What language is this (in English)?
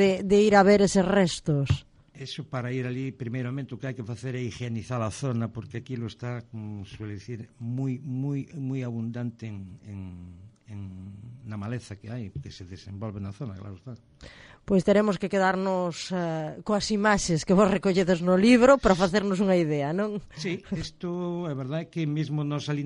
Galician